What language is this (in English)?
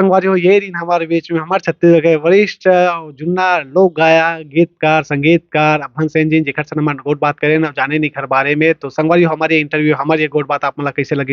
Chhattisgarhi